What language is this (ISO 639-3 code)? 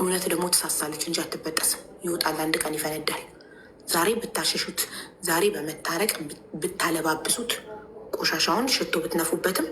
amh